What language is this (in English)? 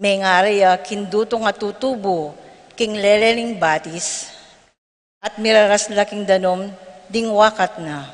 Pampanga